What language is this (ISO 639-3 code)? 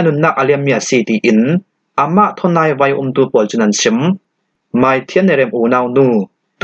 cfm